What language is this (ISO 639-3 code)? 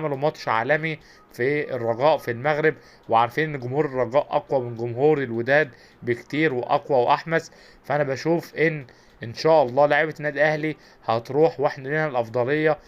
arz